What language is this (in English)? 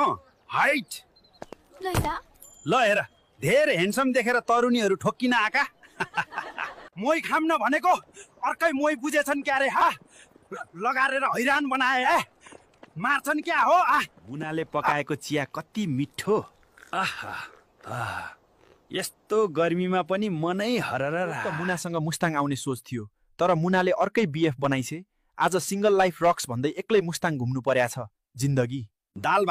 Nepali